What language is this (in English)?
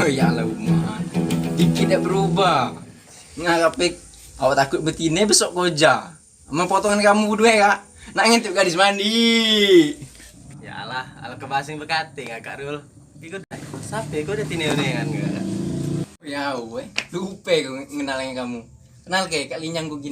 Musi